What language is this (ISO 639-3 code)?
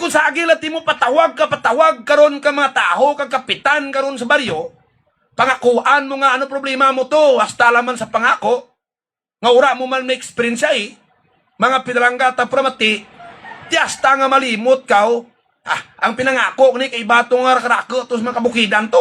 hil